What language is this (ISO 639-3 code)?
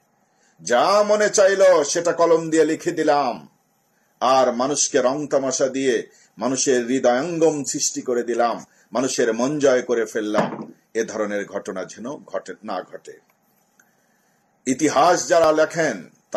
ben